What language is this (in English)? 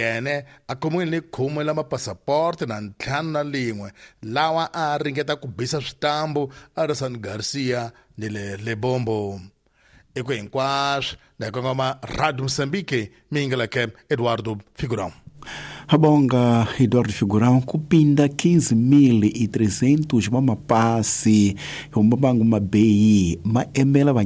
Tsonga